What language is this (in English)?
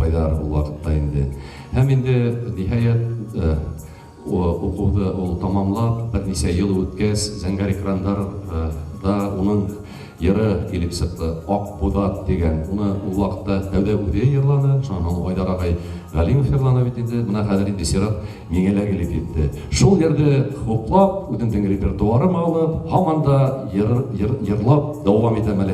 Bashkir